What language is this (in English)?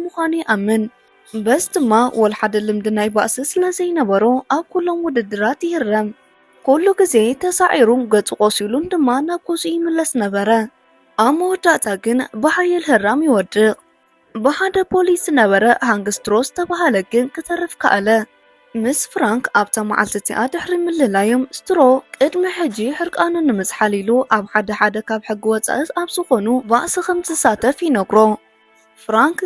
Tigrinya